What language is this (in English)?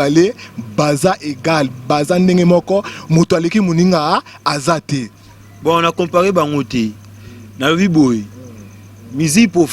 Lingala